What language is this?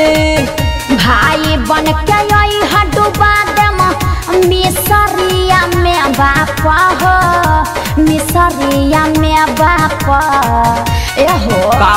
Bhojpuri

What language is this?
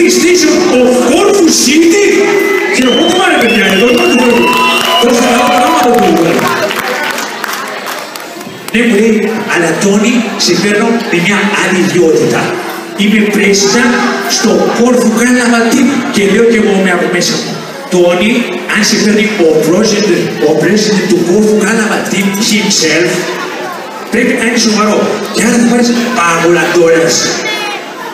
Greek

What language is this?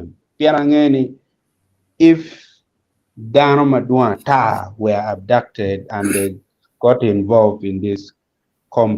Acoli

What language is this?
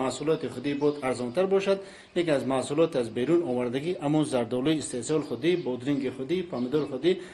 Tajik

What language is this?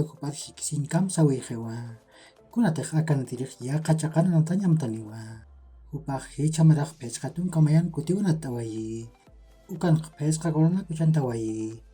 Aymara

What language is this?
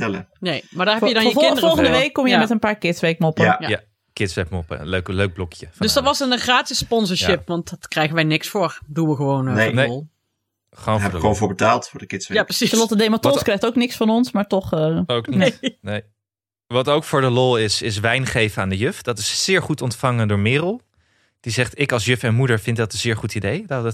Dutch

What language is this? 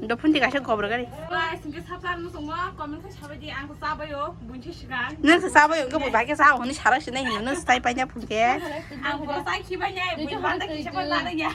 Kok Borok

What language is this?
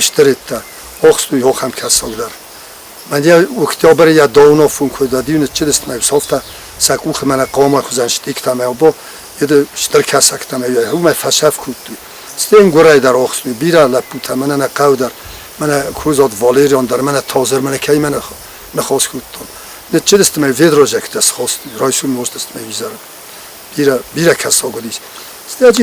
Ossetic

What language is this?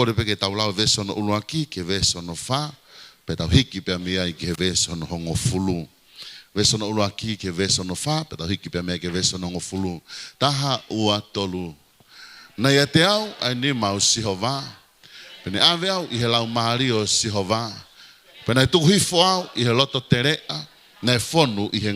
Tongan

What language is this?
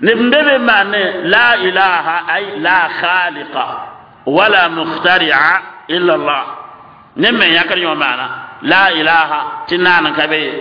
Mossi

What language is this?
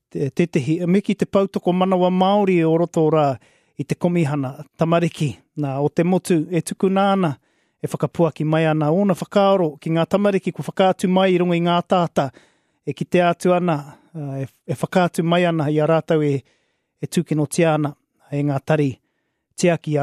Māori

